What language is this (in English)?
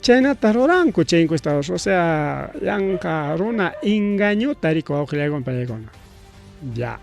Ayacucho Quechua